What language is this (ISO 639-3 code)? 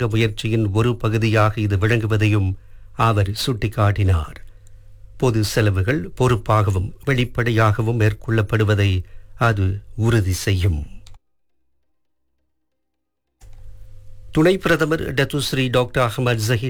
tam